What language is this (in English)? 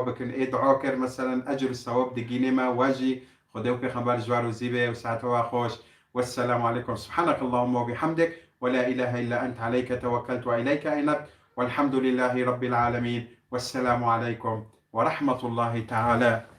Kurdish